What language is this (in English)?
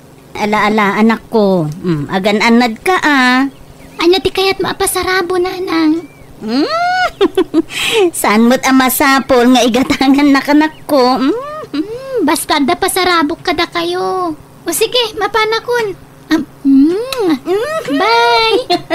Iloko